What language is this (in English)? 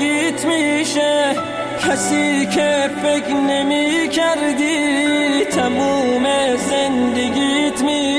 Persian